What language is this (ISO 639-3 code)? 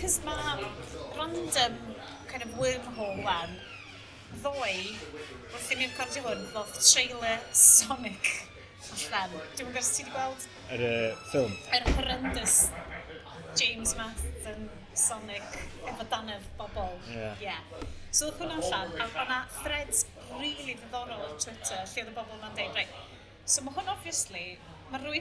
cym